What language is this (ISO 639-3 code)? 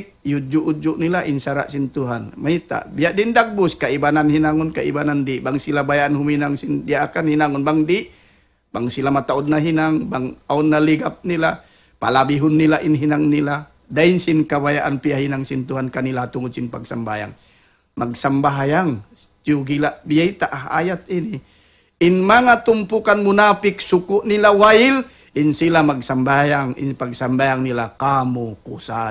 tsg